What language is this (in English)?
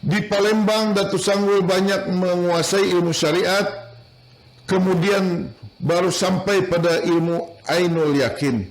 Banjar